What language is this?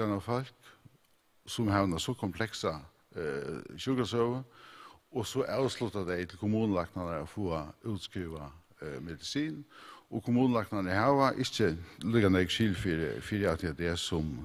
Faroese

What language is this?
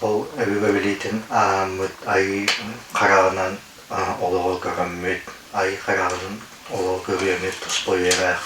Yakut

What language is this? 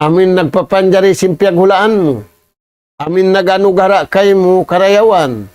Tausug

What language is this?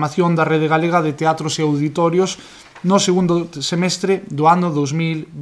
Galician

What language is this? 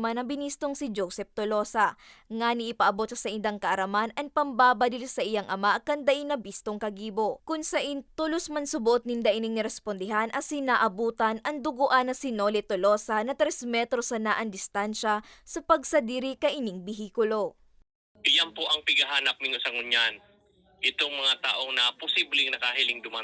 Bikol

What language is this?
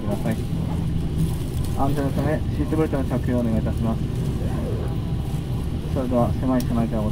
Japanese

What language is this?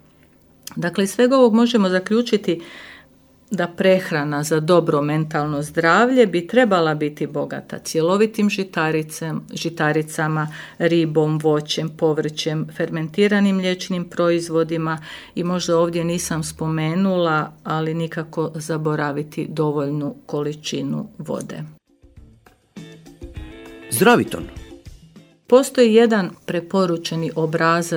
Croatian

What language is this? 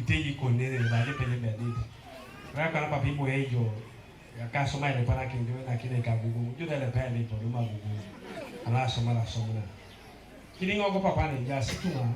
Teso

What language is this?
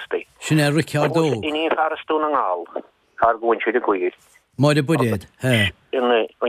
Irish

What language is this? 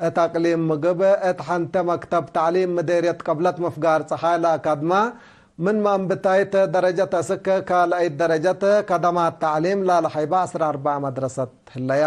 Tigre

